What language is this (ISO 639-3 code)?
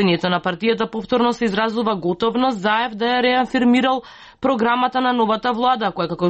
mkd